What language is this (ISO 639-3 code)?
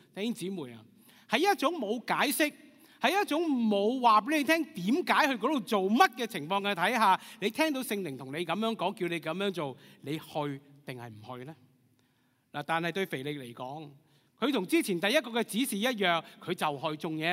yue